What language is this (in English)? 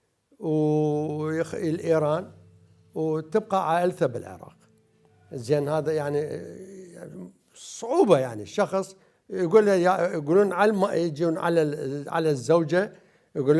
Mesopotamian Arabic